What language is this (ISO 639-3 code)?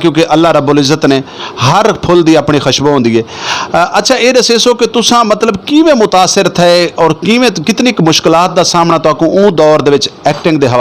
skr